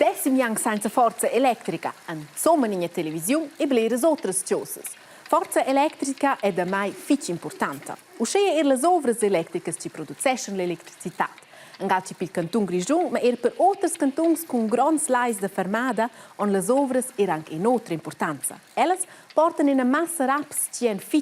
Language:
Romansh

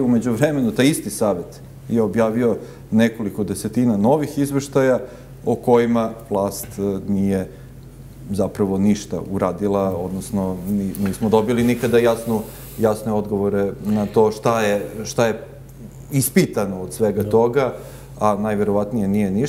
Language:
Serbian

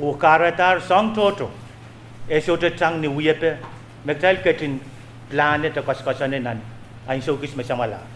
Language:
Pohnpeian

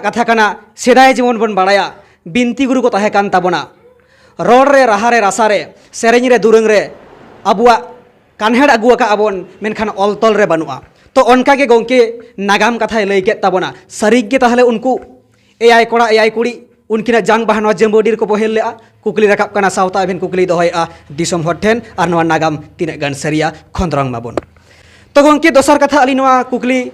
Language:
Santali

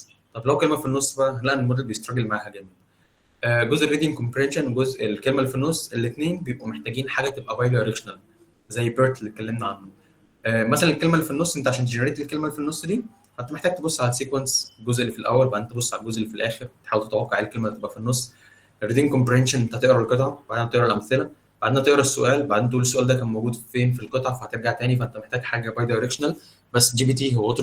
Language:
Egyptian Arabic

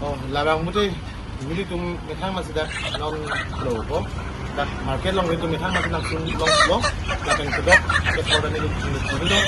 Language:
Karbi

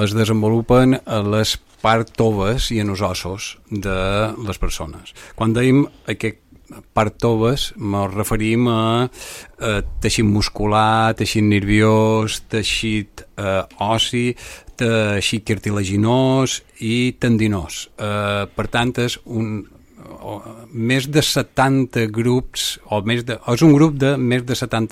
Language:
Catalan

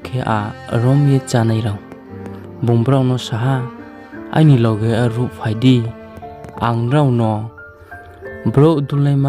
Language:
Riang (India)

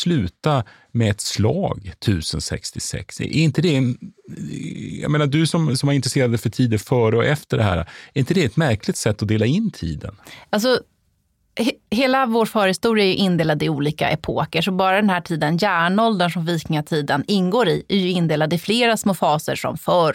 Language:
Swedish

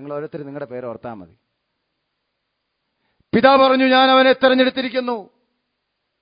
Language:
Malayalam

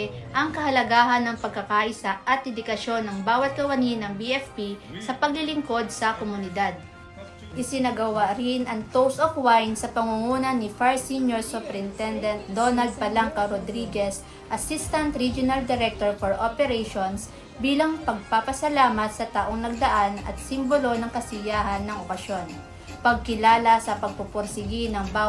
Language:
Filipino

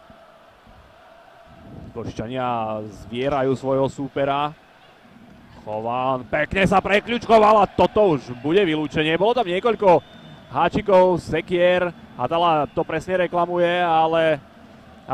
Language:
Slovak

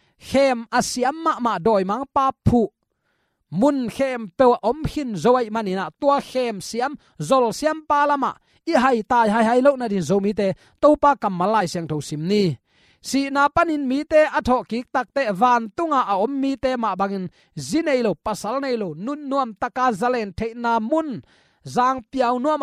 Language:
Tedim Chin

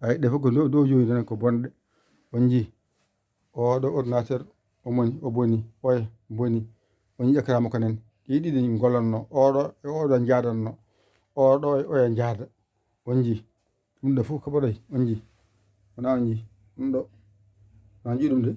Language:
Fula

